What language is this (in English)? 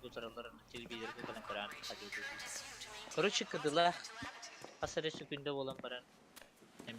Yakut